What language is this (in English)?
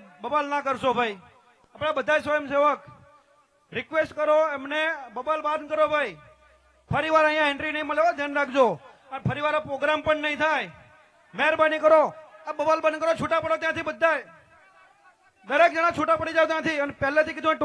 Gujarati